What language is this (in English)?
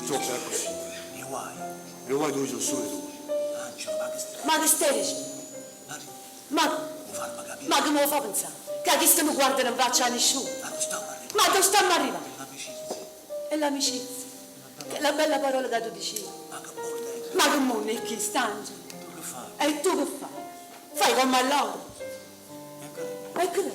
Neapolitan